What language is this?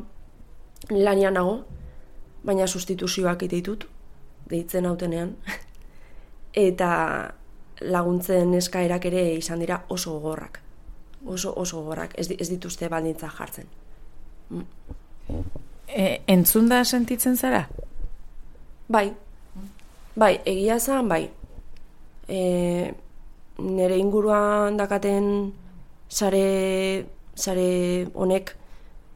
Basque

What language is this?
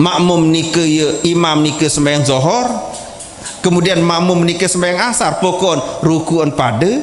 Sasak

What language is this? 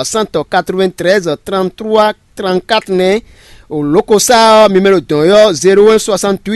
Fon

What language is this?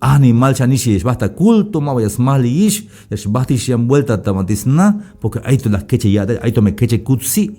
Tzeltal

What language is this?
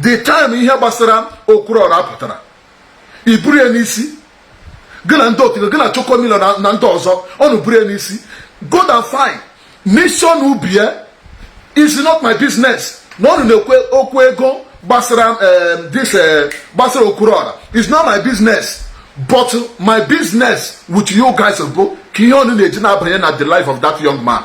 Igbo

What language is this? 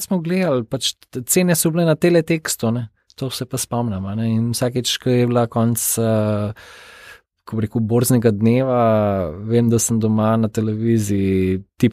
Slovenian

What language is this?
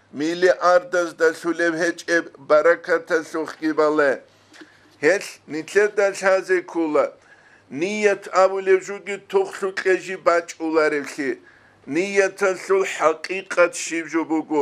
Avaric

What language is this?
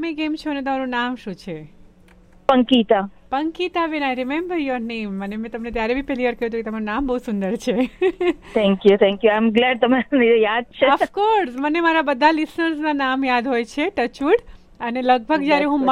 Gujarati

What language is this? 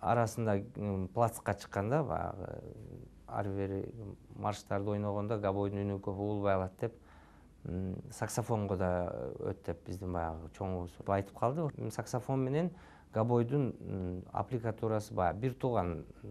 Kyrgyz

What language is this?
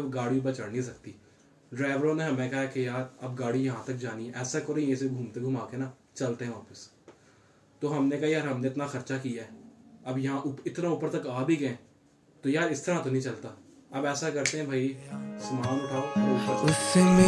Hindi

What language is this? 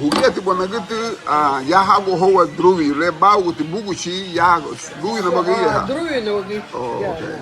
Garifuna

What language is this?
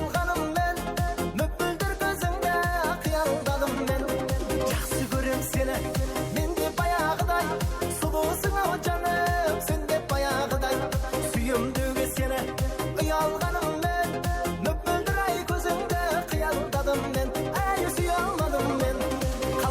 Kara-Kalpak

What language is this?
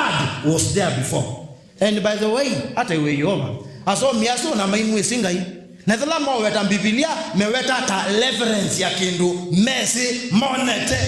Kamba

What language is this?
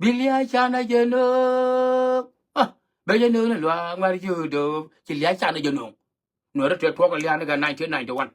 Nuer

